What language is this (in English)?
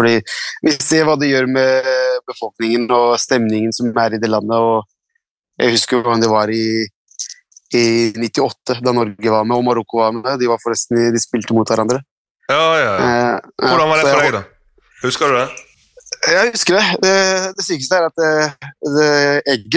Norwegian